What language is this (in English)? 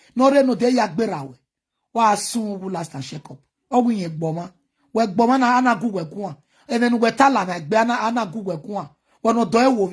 Nigerian Pidgin